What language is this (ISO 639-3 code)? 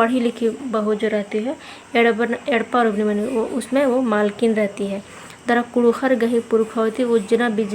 kru